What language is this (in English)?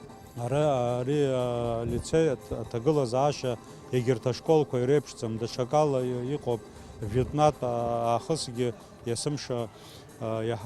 Abkhazian